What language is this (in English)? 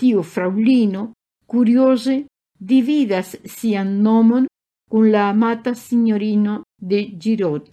Esperanto